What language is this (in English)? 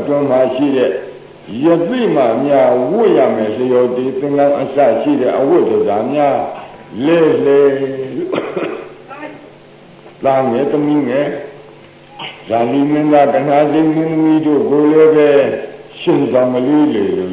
Burmese